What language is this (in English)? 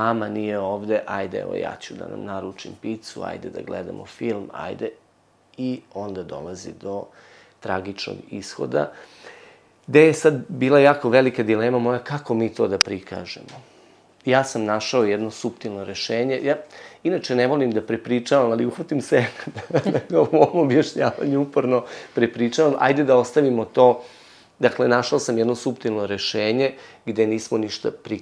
Serbian